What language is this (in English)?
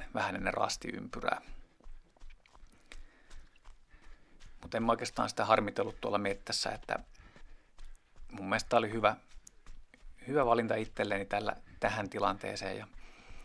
Finnish